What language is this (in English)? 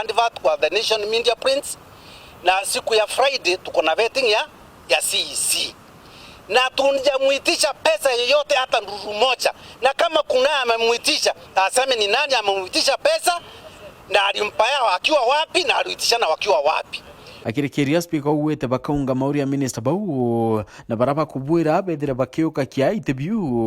Meru